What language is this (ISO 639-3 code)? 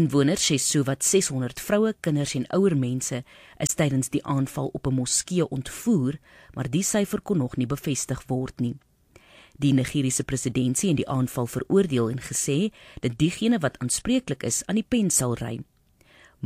afr